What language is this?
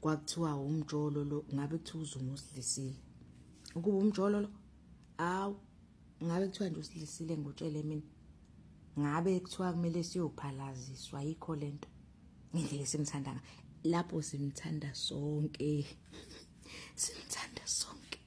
Zulu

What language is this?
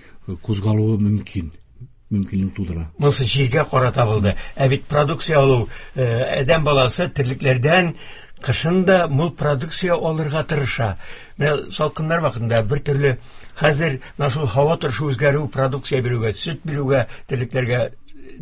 Tatar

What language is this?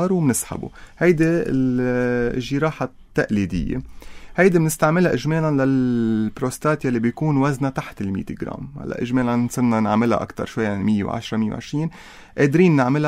North Levantine Arabic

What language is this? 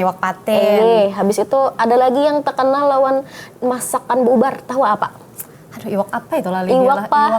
Banjar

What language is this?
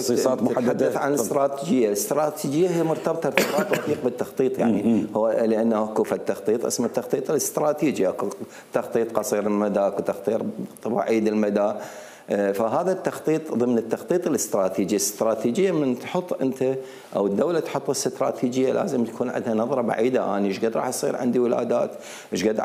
Mesopotamian Arabic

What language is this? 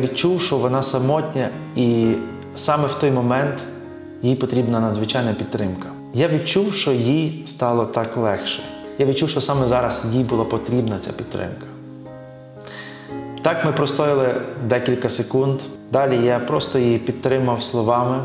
Ukrainian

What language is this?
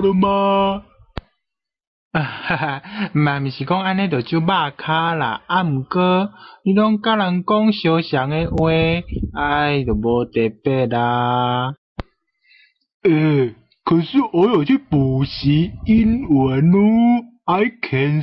Min Nan Chinese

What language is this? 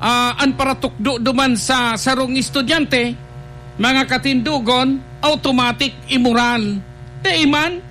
Bikol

